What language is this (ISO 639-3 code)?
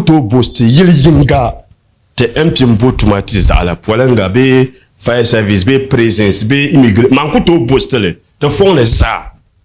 dag